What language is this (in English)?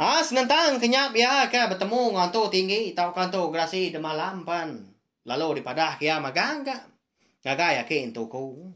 Iban